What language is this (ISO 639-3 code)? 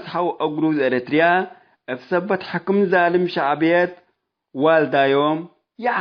tig